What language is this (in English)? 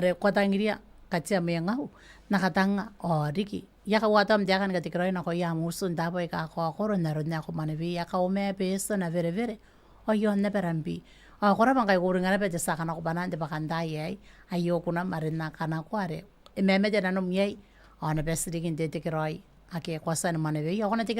Gilbertese